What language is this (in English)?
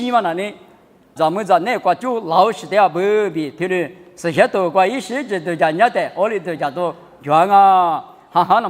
Lisu